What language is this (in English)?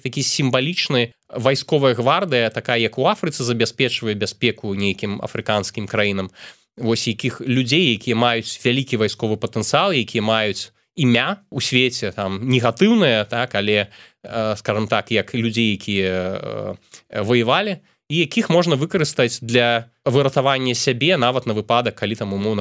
Belarusian